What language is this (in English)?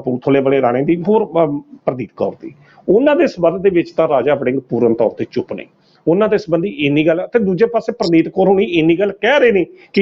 Punjabi